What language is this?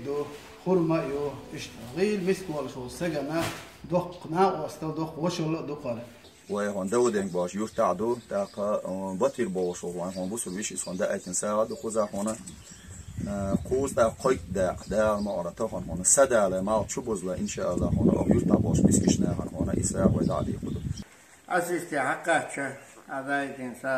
Chechen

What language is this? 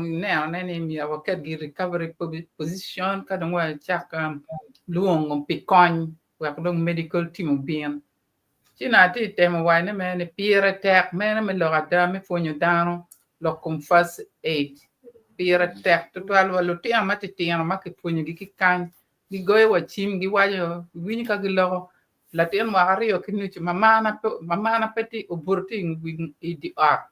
Acoli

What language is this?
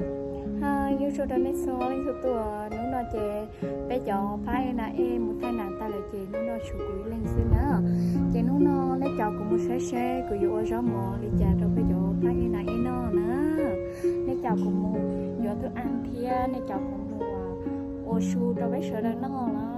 Hmong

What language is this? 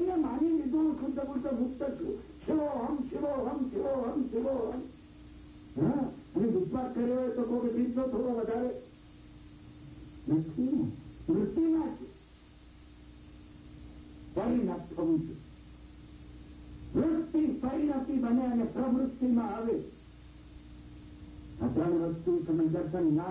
Gujarati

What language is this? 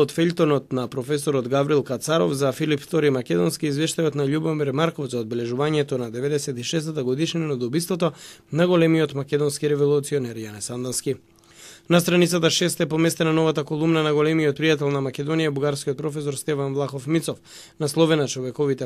Macedonian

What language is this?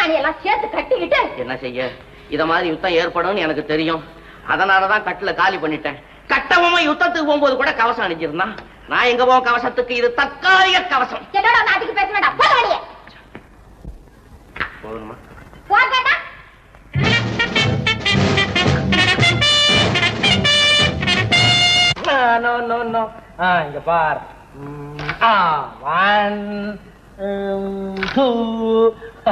Tamil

